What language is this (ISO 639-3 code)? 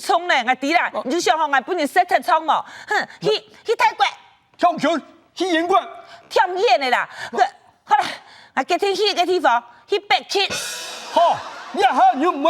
hak